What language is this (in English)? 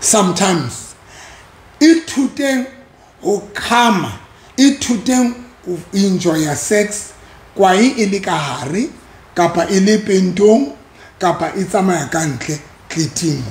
Southern Sotho